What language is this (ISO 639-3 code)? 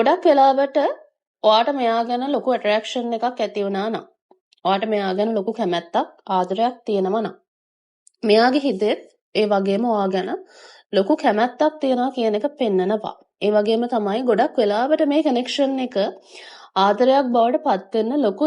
sin